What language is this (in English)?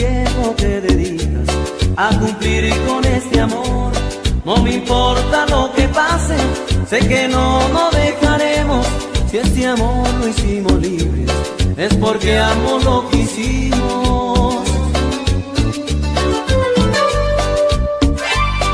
Spanish